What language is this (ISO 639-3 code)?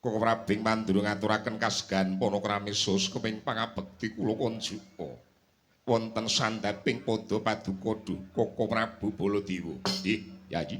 jav